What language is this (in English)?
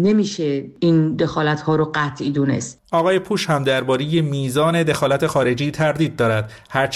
Persian